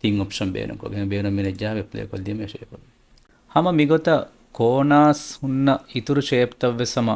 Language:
Divehi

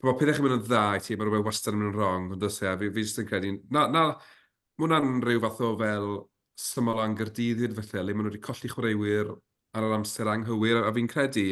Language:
Welsh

